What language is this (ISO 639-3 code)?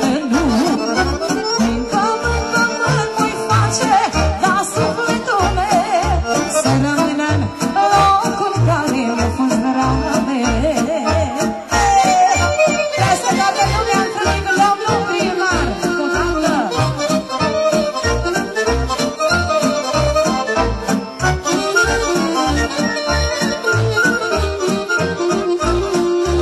ron